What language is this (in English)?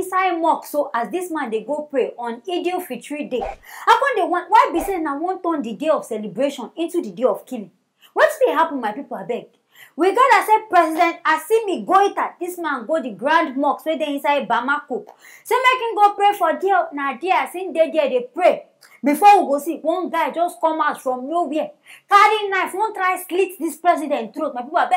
Nigerian Pidgin